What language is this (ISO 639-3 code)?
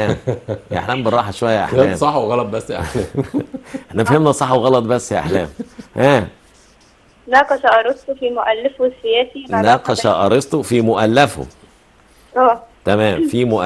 arz